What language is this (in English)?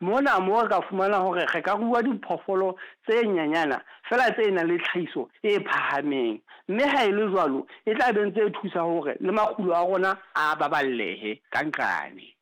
Southern Sotho